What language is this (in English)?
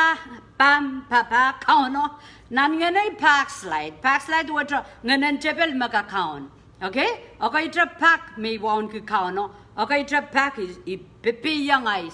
Pohnpeian